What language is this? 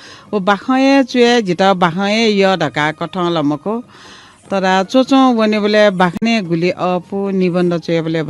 Newari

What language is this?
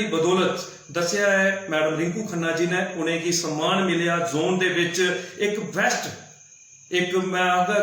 Dogri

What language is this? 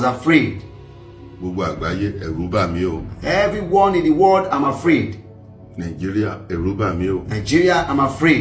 Yoruba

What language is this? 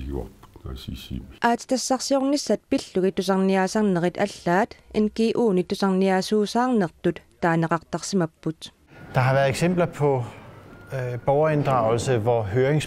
Kalaallisut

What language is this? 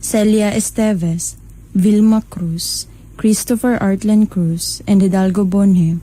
Cebuano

